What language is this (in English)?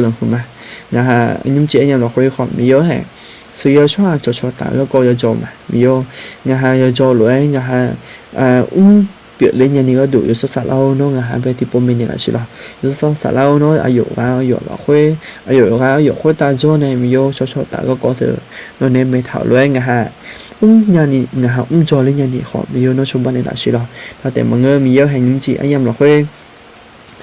Akha